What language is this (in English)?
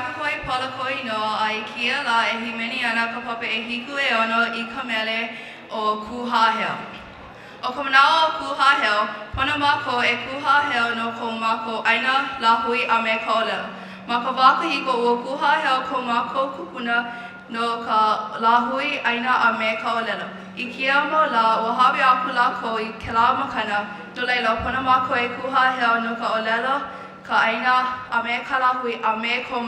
Hawaiian